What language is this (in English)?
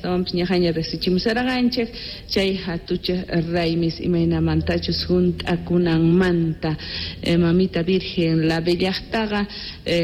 Quechua